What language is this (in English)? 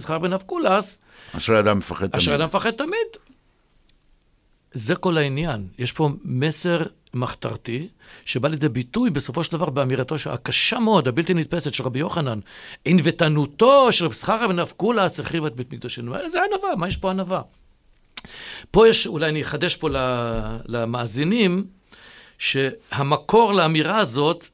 Hebrew